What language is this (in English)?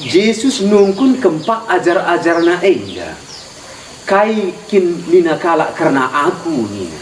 Batak Karo